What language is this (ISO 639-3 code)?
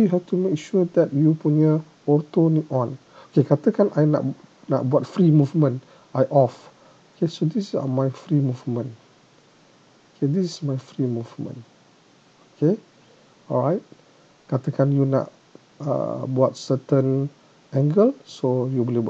msa